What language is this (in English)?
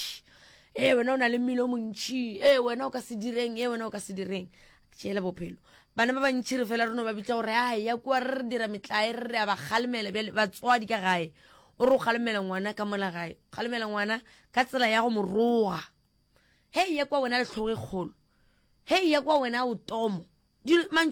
Northern Sotho